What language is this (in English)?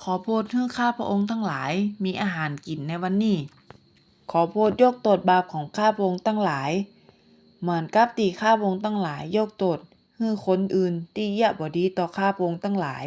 Northern Thai